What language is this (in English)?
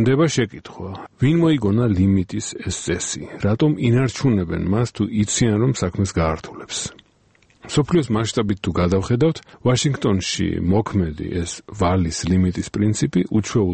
Georgian